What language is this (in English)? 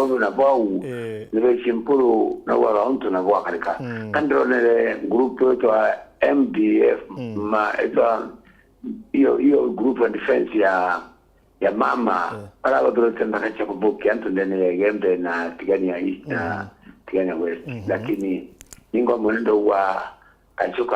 Meru